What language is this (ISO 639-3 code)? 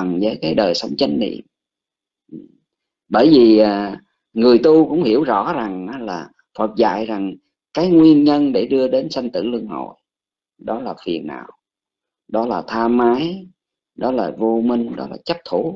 vie